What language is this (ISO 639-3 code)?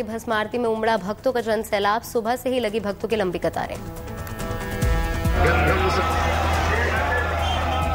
hin